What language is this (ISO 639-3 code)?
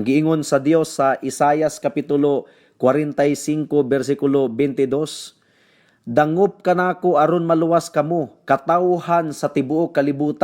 ceb